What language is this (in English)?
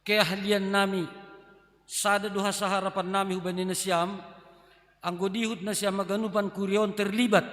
Batak Simalungun